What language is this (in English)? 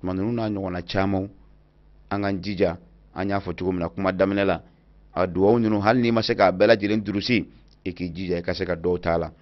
Bambara